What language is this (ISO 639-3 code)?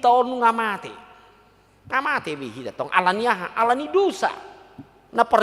bbc